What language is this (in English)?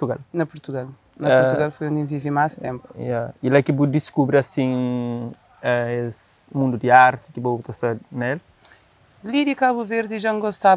Kabuverdianu